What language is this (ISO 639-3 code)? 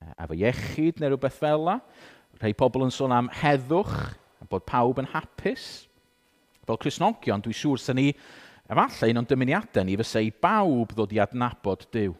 cym